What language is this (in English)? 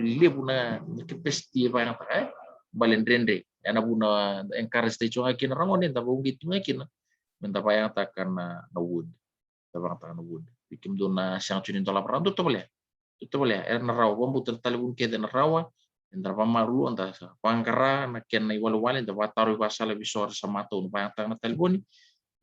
Fijian